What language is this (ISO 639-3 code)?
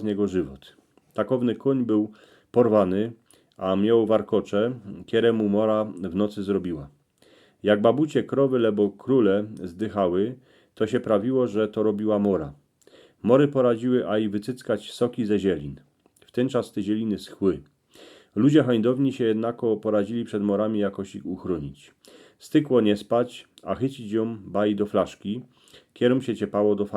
szl